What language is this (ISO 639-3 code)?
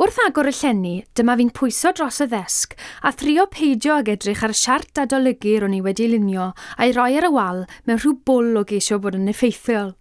cym